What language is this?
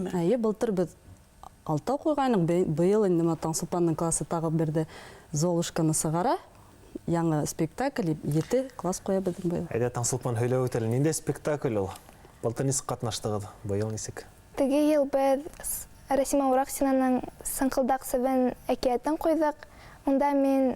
Bashkir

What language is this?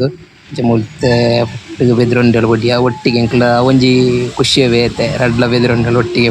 Tulu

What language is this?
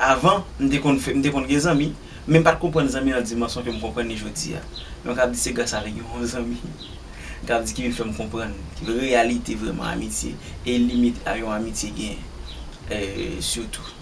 Haitian Creole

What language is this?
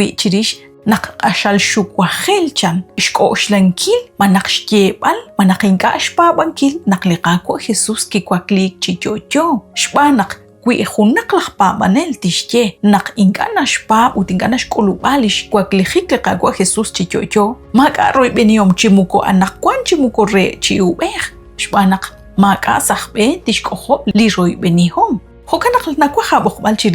Kekchí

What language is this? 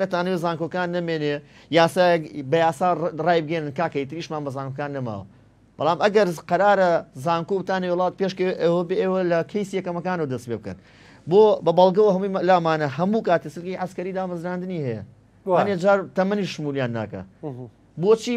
Central Kurdish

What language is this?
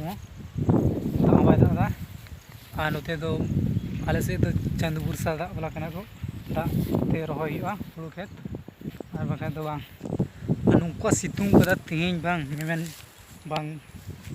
Santali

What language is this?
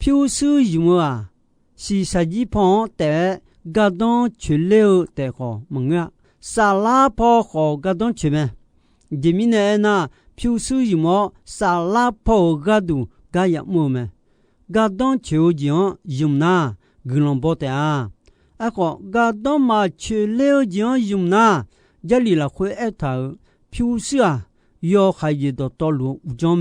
Akha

